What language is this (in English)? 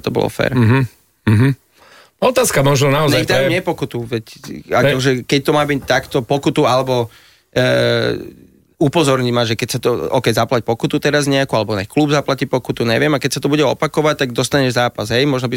Slovak